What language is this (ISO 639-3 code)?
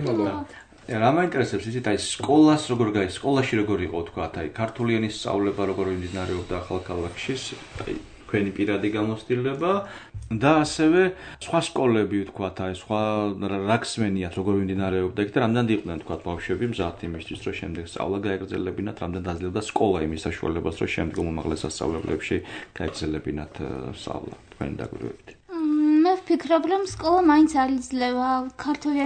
kat